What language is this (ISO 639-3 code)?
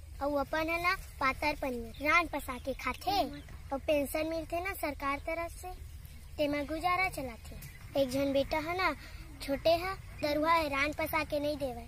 hne